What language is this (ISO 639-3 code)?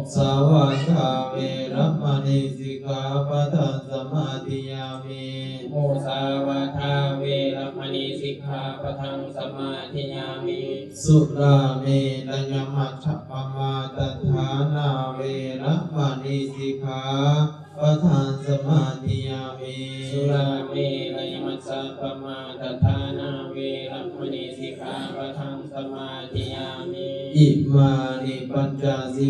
pli